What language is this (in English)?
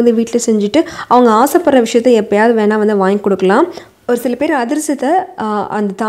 Tamil